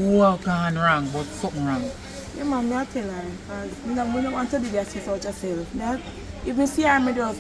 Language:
Jamaican Creole English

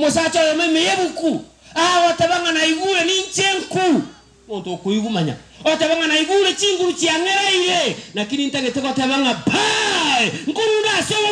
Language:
Gusii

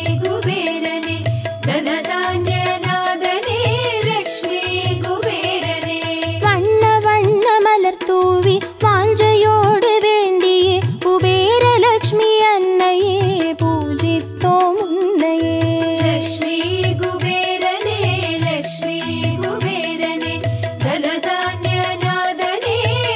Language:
Tamil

